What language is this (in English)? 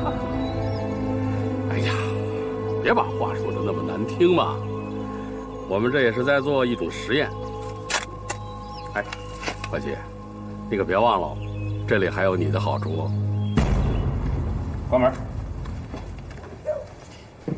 Chinese